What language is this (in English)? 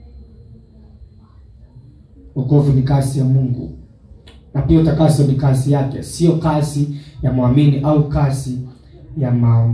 Swahili